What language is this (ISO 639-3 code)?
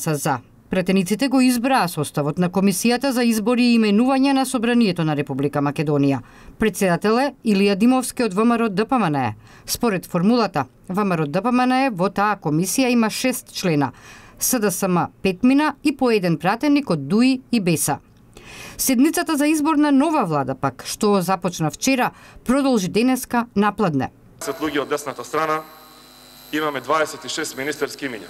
mkd